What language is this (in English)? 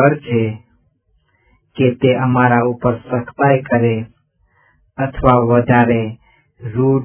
Gujarati